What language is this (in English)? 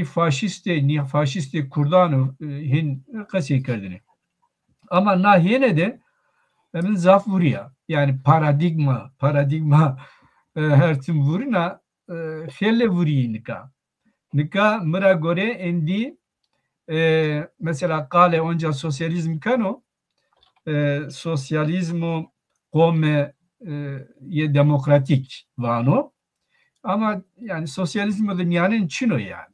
Zaza